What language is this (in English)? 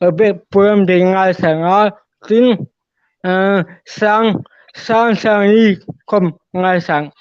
Hmar